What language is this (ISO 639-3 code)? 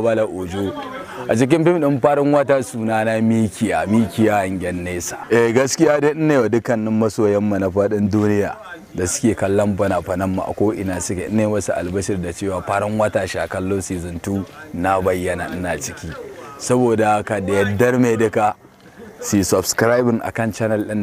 hau